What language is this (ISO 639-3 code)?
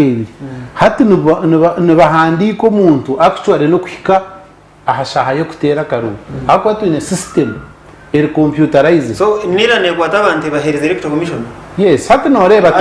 nyn